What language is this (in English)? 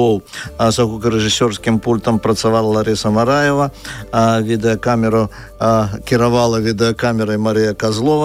Belarusian